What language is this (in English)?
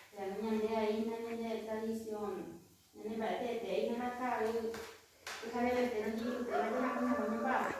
Guarani